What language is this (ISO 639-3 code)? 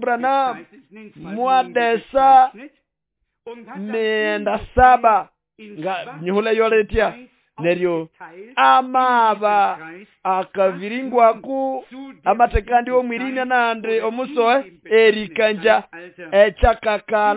nnb